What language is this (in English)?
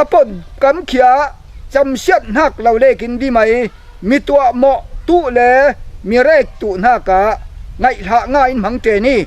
Falam Chin